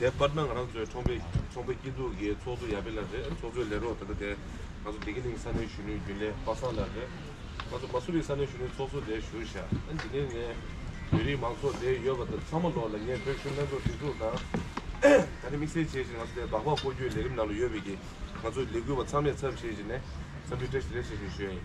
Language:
Tibetan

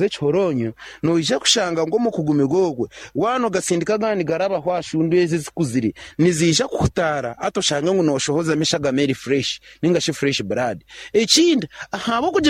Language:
Nyankole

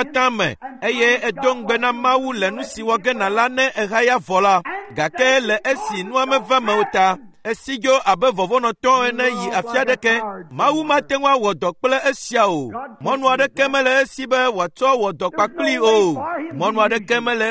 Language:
Ewe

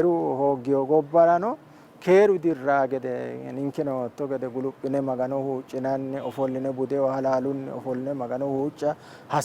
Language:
Sidamo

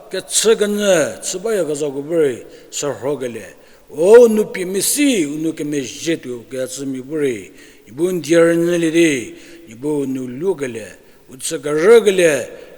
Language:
Angami Naga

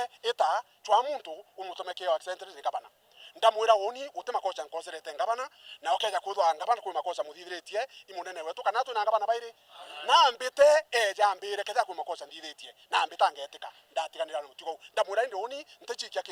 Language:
Meru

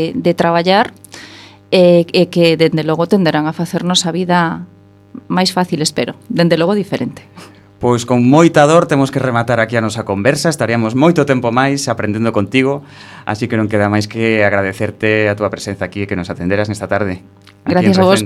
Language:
Galician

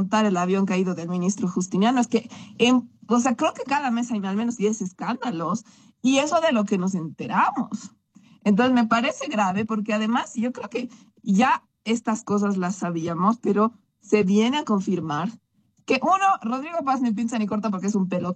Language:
Spanish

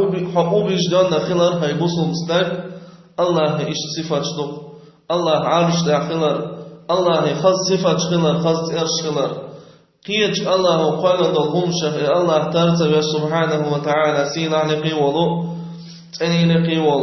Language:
Chechen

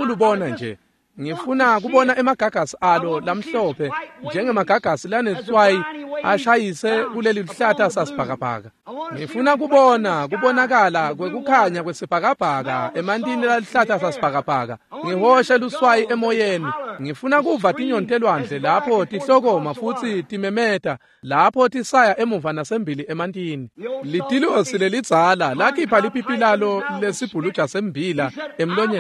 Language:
Swati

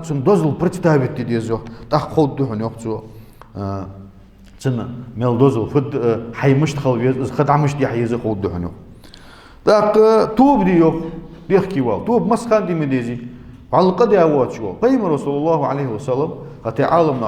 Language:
Ingush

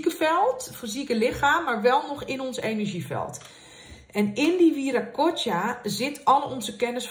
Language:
Dutch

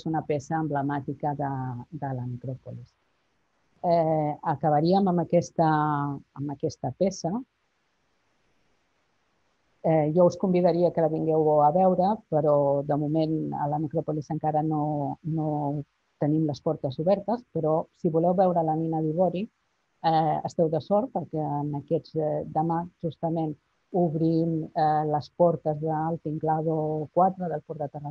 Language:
Catalan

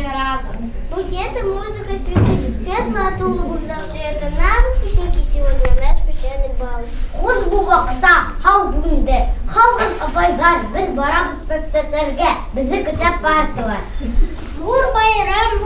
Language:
Bashkir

